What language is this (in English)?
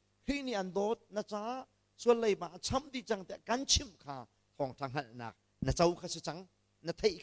Hakha Chin